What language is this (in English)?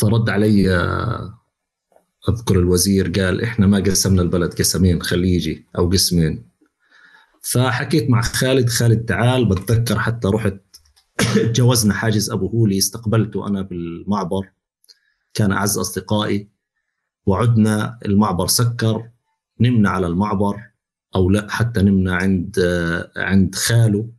North Levantine Arabic